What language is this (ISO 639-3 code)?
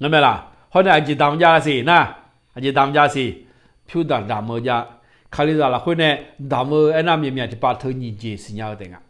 ahk